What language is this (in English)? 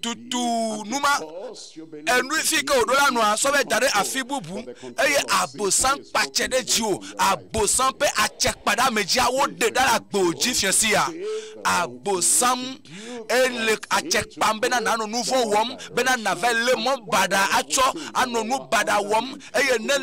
Ewe